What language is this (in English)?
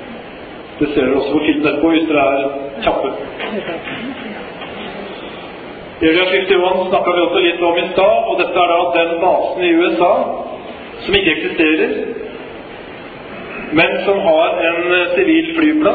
Norwegian